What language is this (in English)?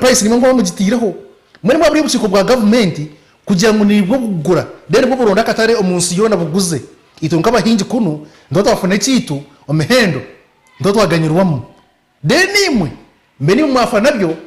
Nyankole